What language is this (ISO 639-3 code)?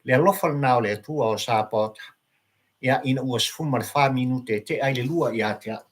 smo